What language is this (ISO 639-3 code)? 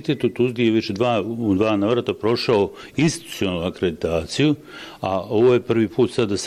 bos